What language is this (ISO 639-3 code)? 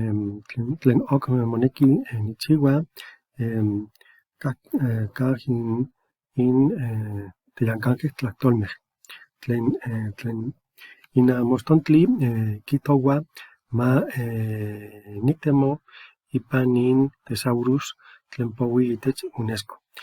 nhe